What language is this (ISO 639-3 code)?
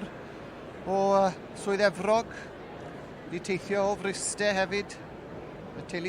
cym